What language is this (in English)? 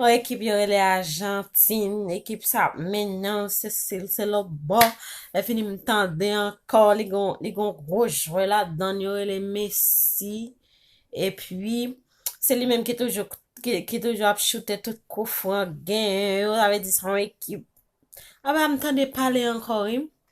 Haitian Creole